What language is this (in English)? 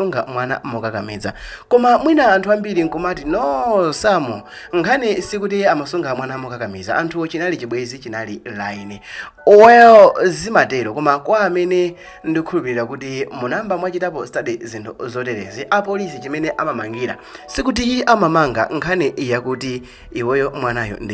Nyanja